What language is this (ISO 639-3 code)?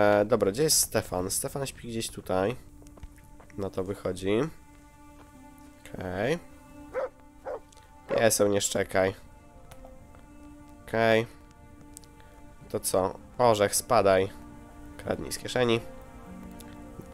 pol